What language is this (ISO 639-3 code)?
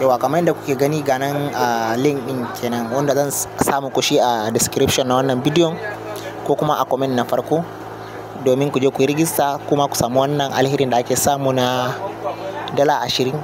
hau